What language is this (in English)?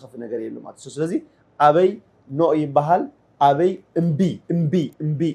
Tigrinya